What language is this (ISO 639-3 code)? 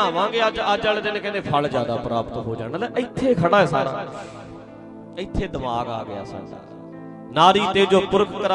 pan